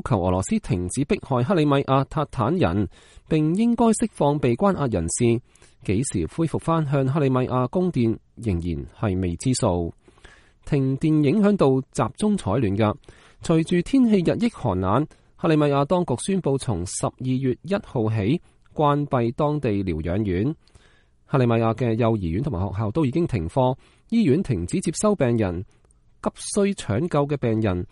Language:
Cantonese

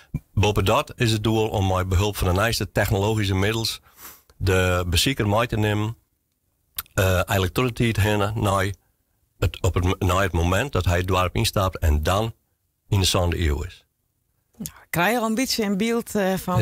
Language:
Western Frisian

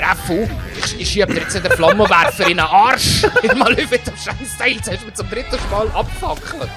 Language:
Swiss German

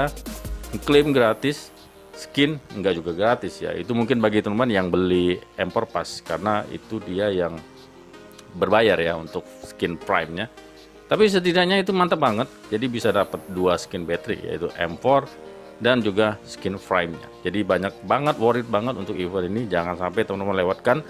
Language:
Indonesian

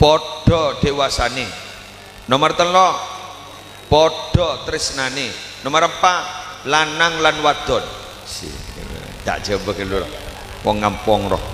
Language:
Madurese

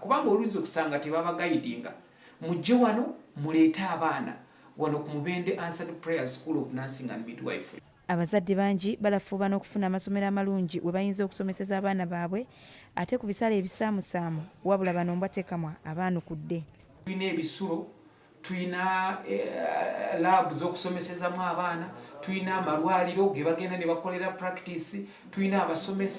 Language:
Ganda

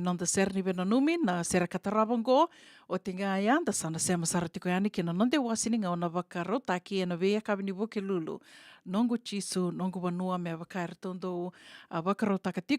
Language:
Fijian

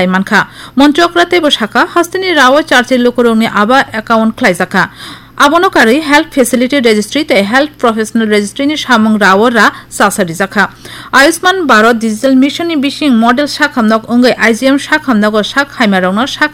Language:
Kok Borok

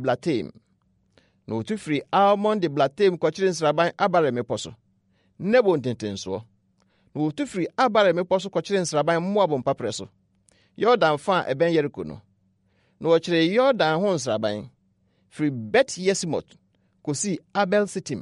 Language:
Akan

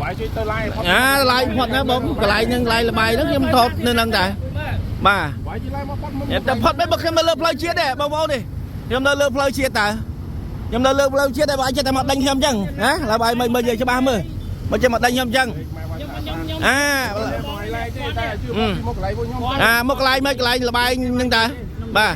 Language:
Khmer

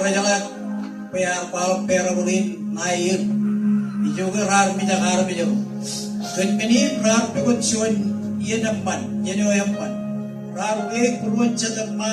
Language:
Marshallese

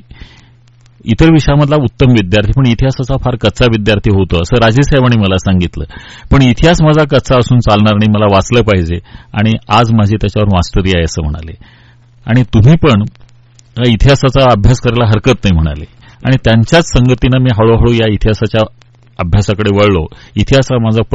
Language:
Marathi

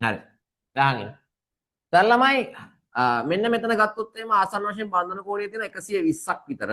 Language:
Sinhala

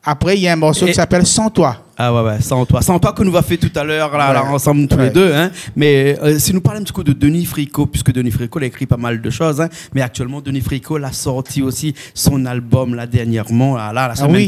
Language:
Réunion Creole French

